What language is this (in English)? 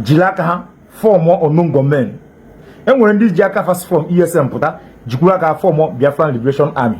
Igbo